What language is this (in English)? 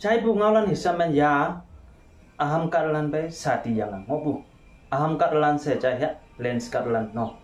Konyak Naga